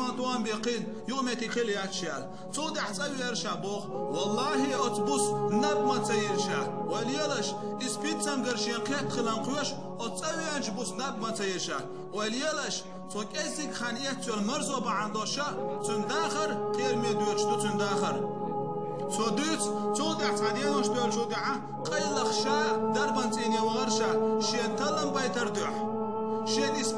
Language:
Chechen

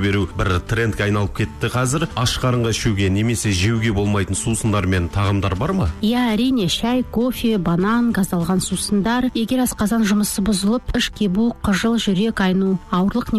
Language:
Kazakh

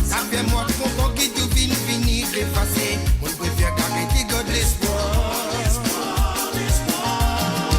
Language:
Morisyen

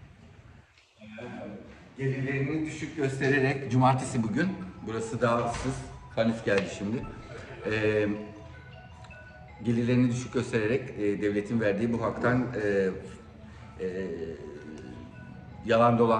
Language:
Turkish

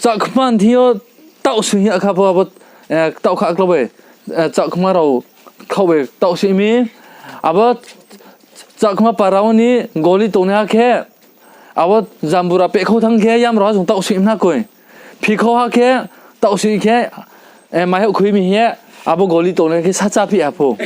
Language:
Riang (India)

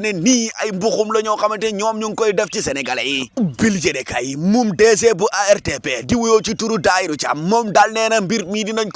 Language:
Wolof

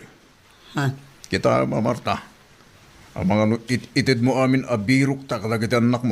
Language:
Iloko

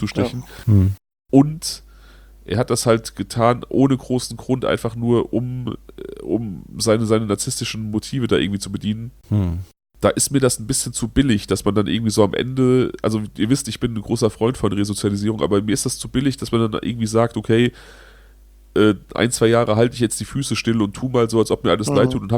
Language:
German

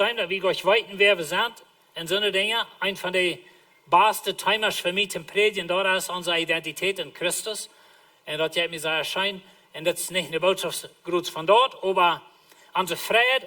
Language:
Plautdietsch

